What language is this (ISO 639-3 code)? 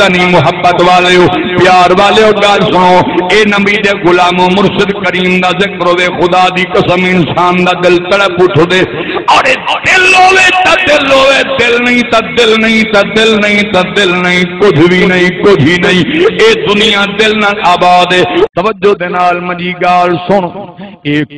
skr